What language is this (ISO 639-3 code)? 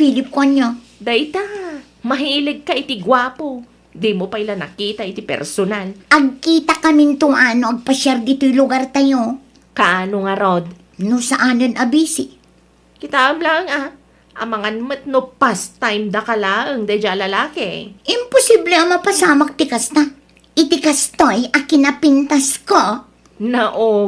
ilo